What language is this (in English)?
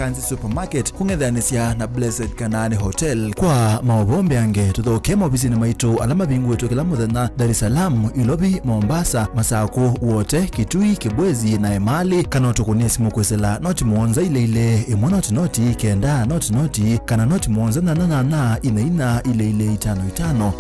Kamba